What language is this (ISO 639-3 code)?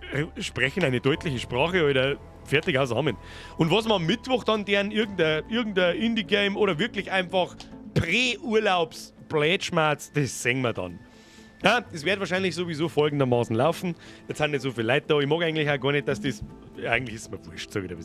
bar